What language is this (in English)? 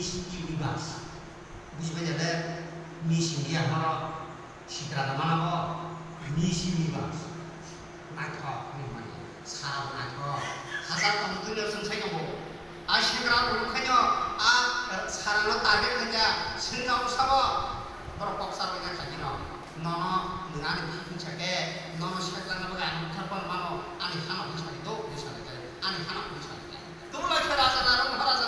Kok Borok